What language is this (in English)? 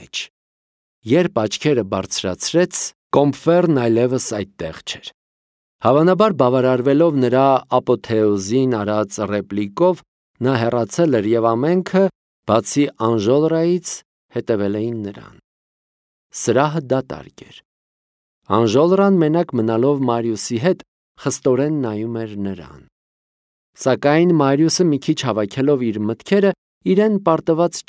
Armenian